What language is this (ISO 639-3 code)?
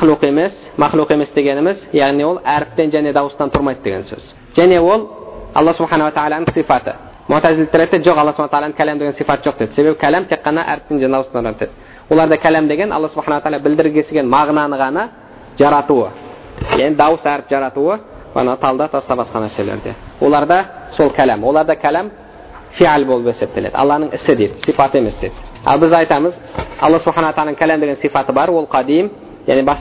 kaz